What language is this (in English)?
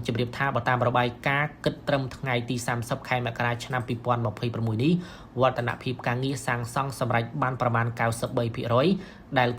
Khmer